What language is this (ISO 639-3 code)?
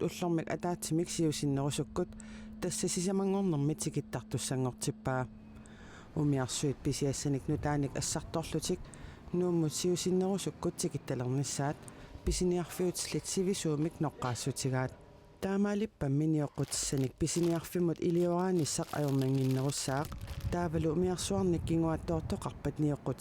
kal